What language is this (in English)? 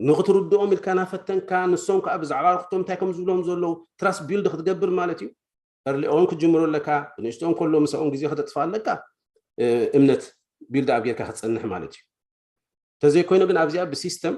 Tigrinya